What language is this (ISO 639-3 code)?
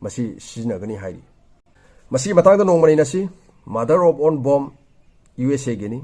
mni